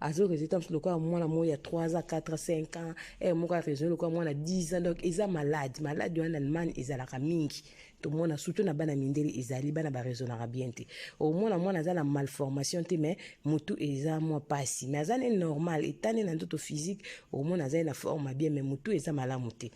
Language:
Lingala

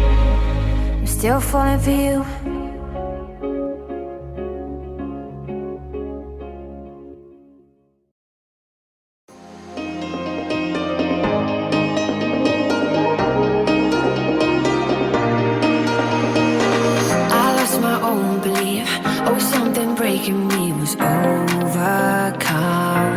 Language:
English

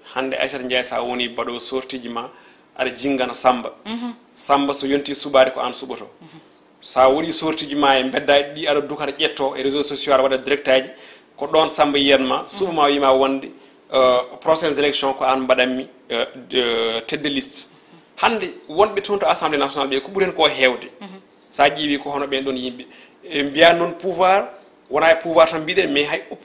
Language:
Fula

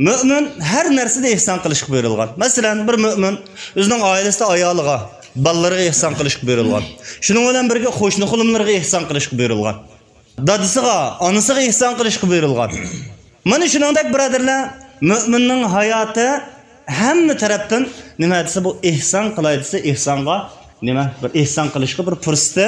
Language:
Uyghur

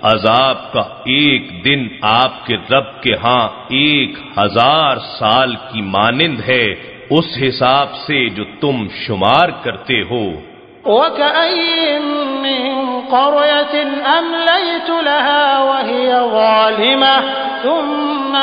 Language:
Urdu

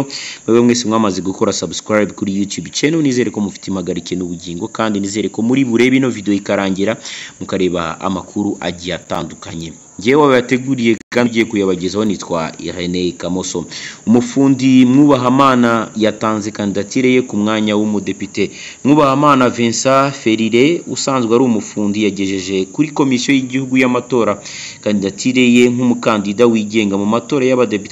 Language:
Kinyarwanda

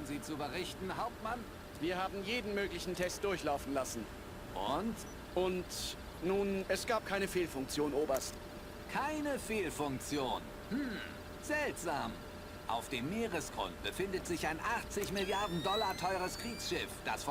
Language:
Bavarian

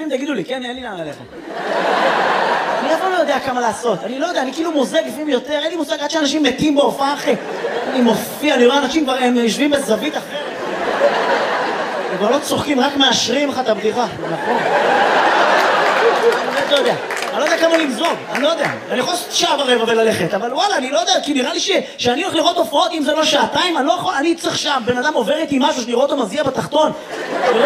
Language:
Hebrew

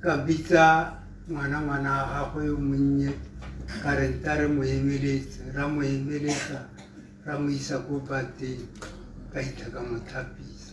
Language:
Tswana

